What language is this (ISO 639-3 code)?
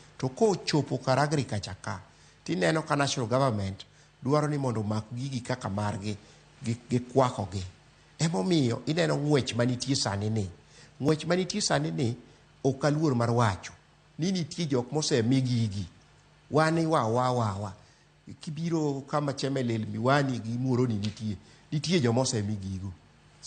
luo